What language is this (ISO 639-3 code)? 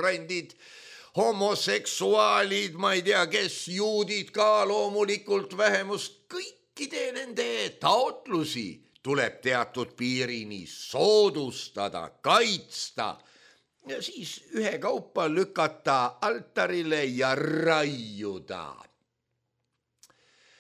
est